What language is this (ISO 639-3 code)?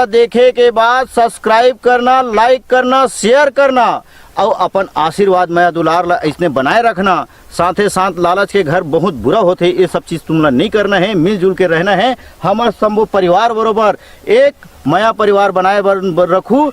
hne